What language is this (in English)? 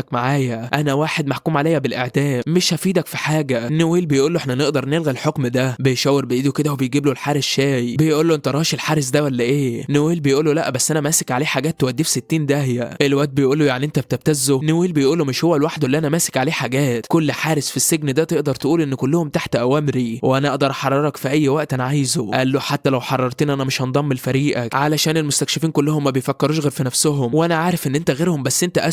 Egyptian Arabic